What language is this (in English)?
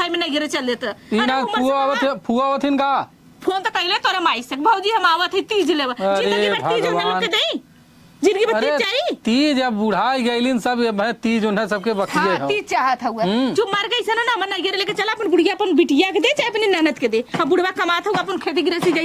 Awadhi